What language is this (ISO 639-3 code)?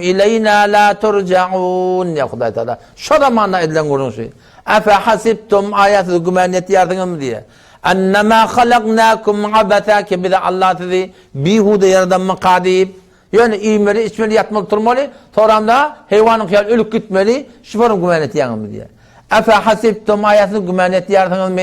tuk